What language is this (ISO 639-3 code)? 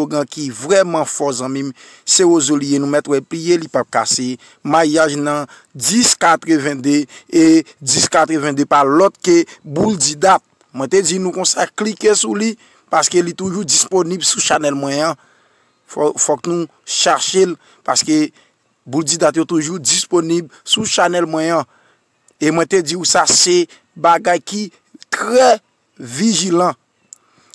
hat